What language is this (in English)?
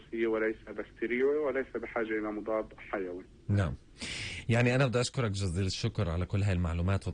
North Levantine Arabic